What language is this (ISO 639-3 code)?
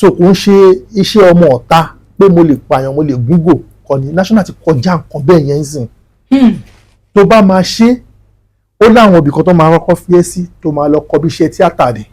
yor